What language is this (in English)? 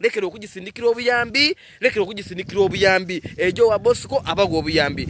Ganda